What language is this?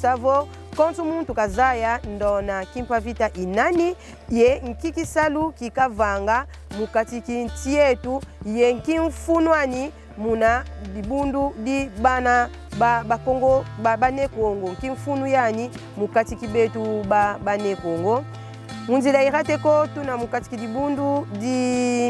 Kongo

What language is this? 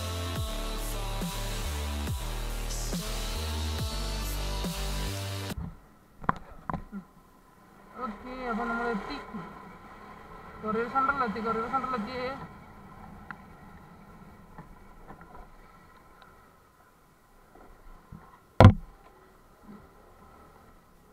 Malayalam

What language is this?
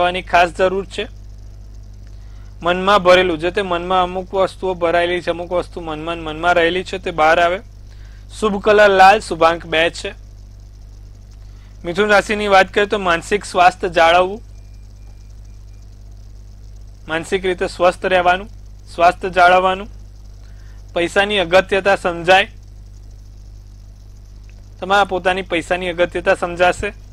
Gujarati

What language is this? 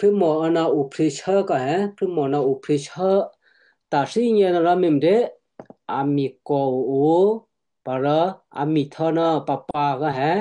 Western Kayah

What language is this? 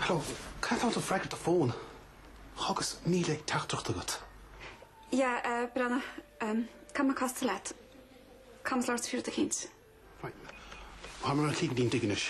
Irish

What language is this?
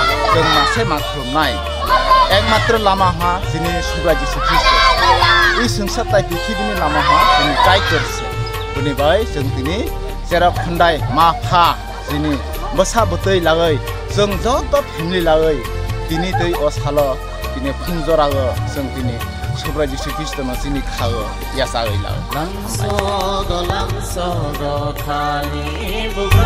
Kok Borok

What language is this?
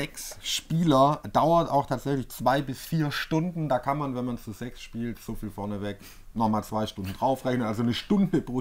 German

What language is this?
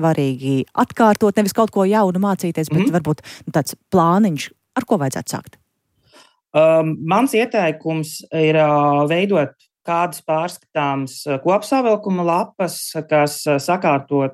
Latvian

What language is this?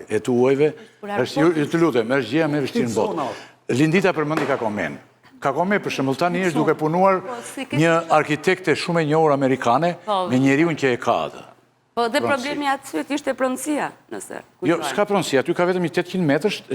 Albanian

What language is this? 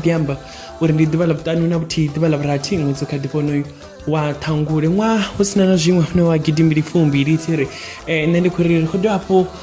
Venda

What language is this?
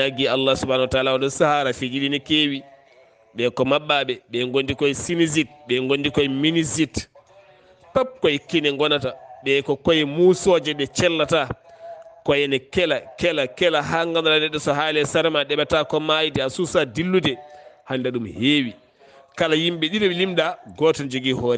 Fula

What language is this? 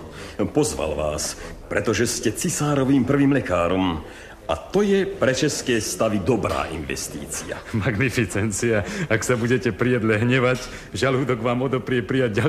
Slovak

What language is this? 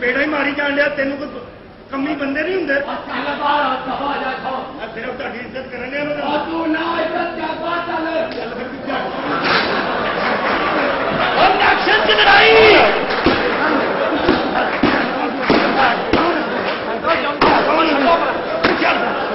Punjabi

